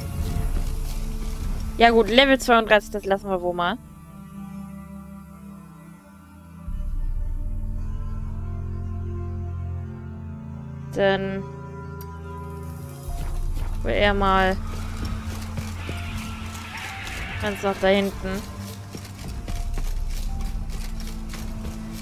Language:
German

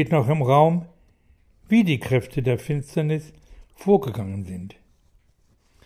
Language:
German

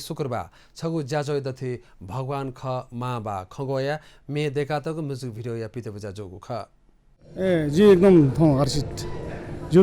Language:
Newari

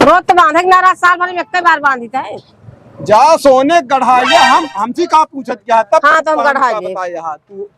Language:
Awadhi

